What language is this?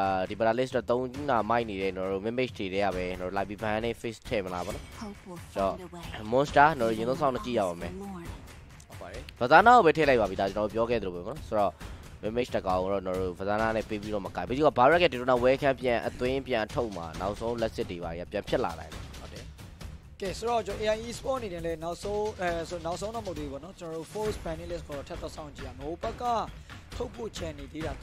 Burmese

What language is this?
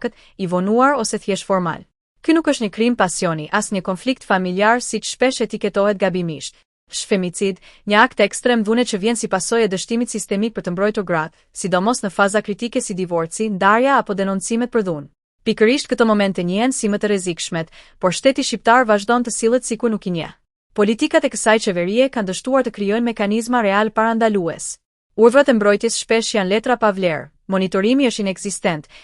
Albanian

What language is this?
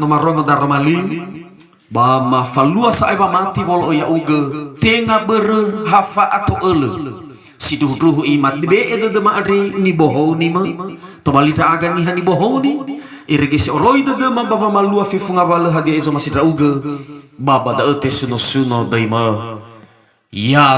Nias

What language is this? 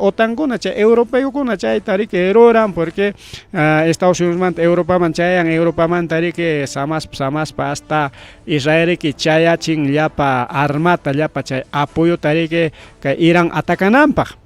Ayacucho Quechua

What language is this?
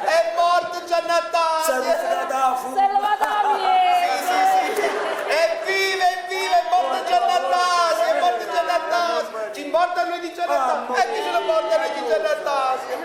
Neapolitan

